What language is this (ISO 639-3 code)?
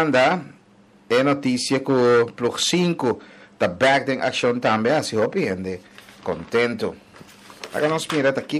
pap